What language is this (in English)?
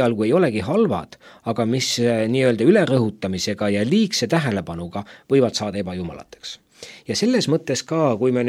Estonian